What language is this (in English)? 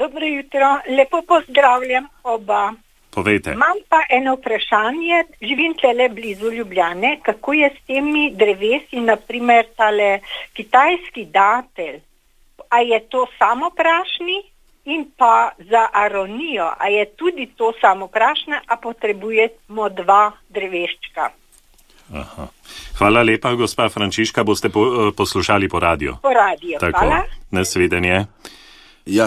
Slovenian